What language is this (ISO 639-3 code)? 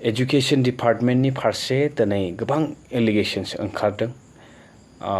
brx